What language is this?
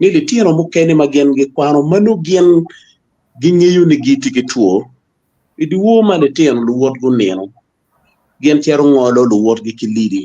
Acoli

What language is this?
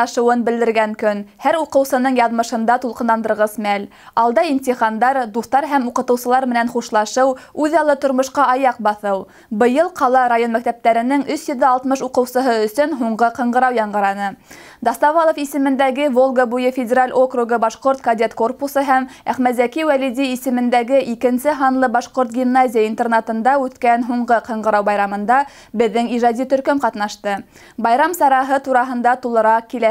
Bashkir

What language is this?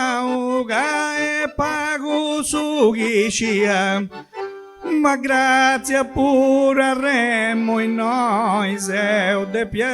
Sardinian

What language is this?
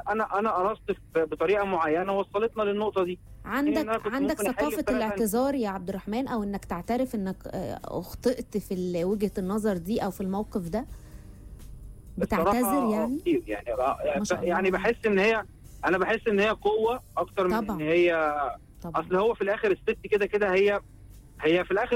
Egyptian Arabic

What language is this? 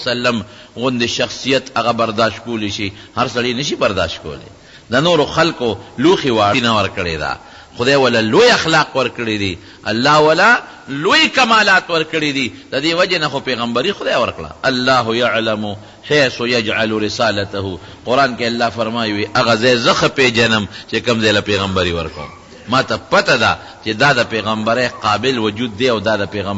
Pashto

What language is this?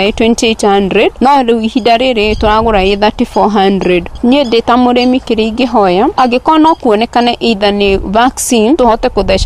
Kikuyu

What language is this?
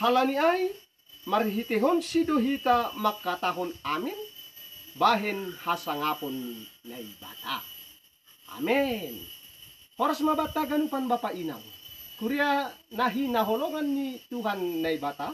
Batak Simalungun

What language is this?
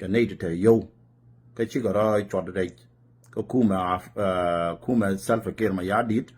Nuer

